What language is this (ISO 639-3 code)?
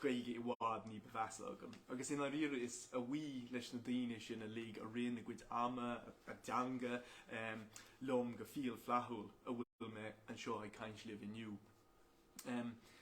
gle